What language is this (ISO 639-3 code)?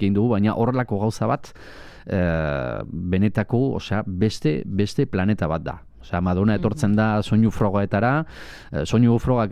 eus